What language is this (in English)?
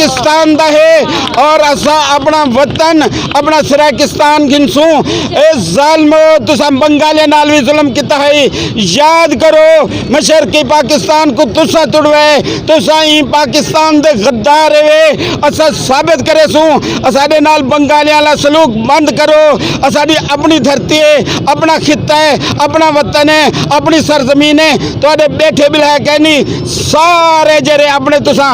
Saraiki